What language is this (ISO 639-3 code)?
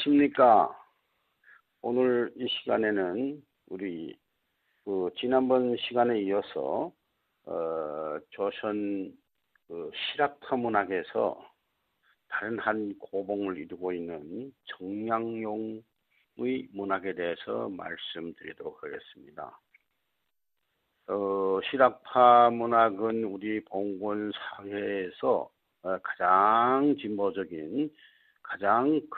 kor